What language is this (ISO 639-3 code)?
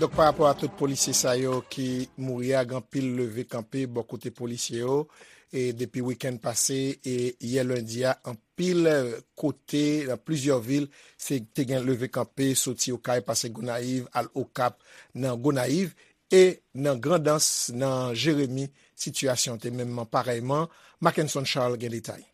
hat